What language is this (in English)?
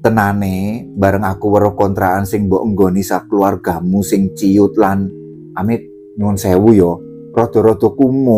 Javanese